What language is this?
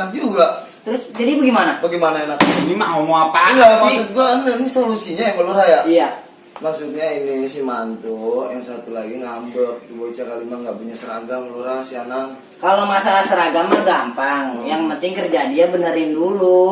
Betawi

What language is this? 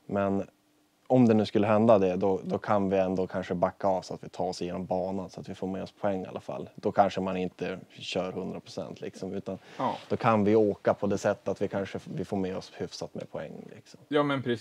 Swedish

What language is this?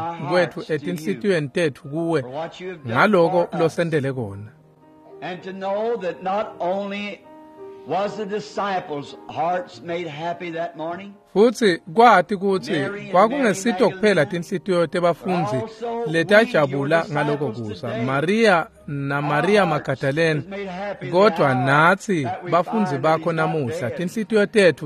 Swati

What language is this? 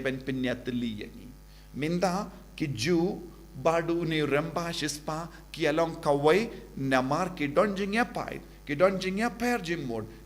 Khasi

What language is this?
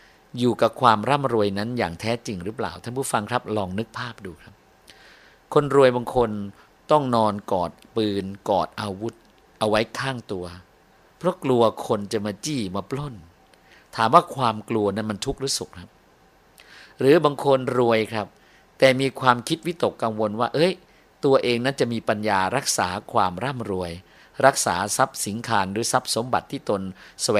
Thai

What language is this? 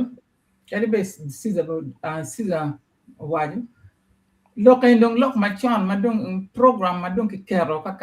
Acoli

